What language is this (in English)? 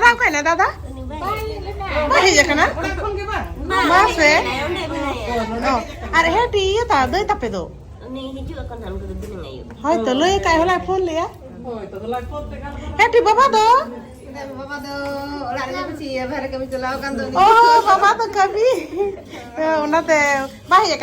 Santali